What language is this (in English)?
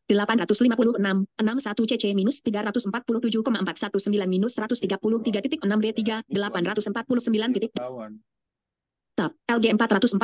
Indonesian